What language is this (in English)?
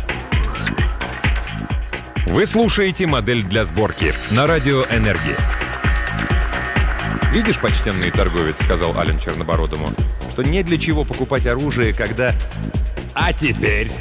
Russian